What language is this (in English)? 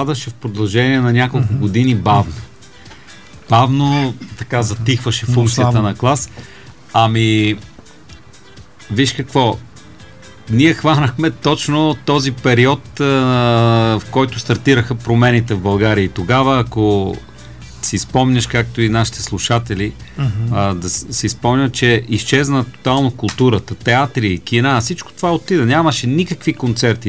Bulgarian